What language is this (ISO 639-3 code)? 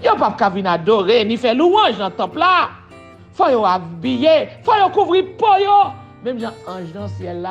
hat